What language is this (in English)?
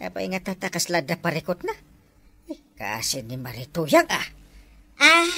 Iloko